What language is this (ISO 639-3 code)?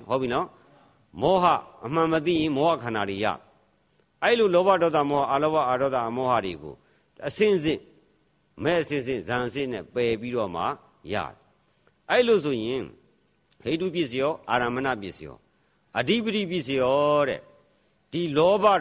mya